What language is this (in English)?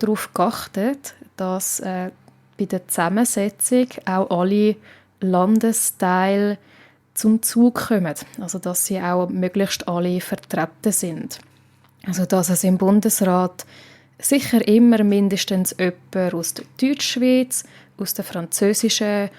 Swiss German